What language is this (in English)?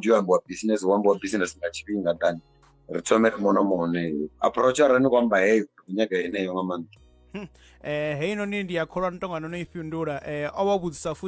Venda